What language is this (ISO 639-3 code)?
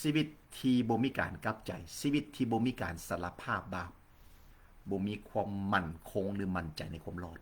lao